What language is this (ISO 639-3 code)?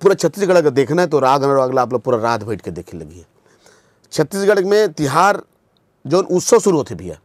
hne